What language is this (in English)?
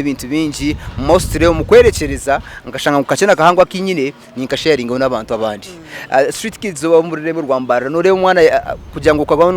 Nyankole